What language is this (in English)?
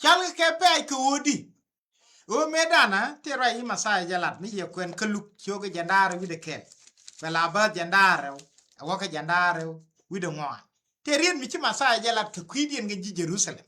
Nuer